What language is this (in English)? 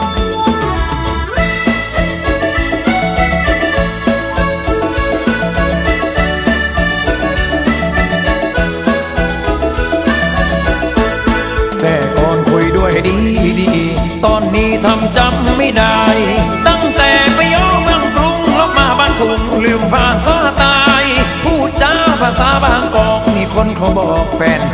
Thai